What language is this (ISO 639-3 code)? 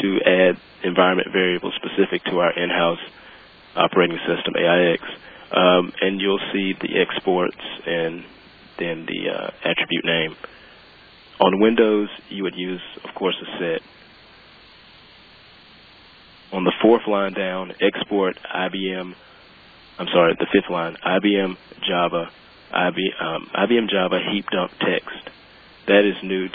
eng